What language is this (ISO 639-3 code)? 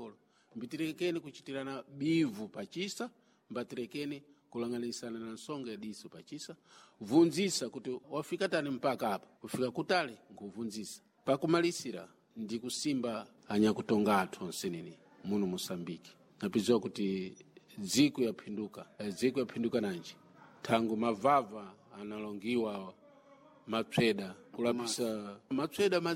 seh